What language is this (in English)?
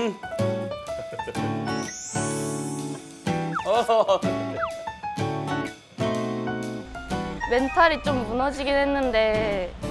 Korean